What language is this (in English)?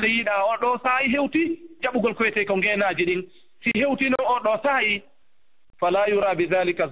Fula